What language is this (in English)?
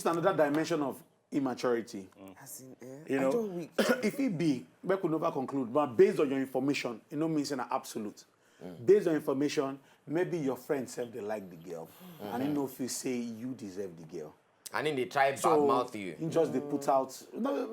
Nigerian Pidgin